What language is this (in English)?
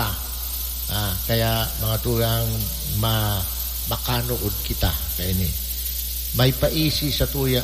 Bikol